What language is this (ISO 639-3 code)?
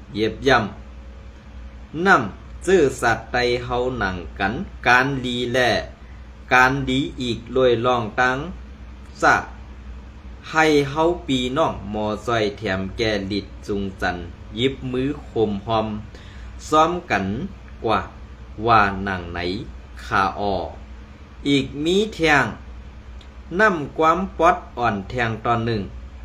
shn